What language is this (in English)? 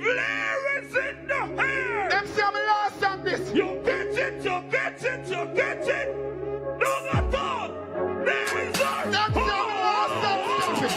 Jamaican Creole English